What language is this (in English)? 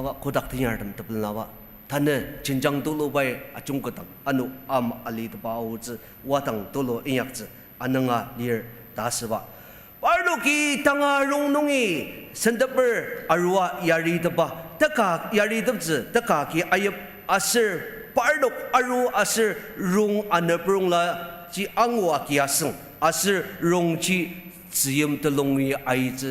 Ao Naga